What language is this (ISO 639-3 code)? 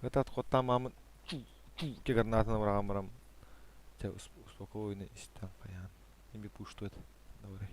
sah